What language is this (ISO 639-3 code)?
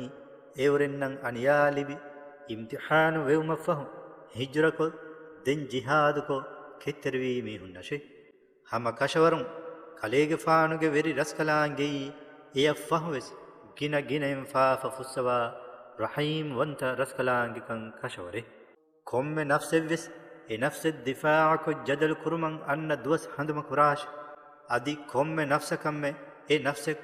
div